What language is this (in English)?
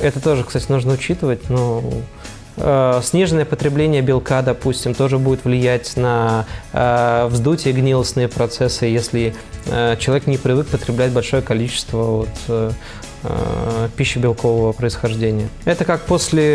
Russian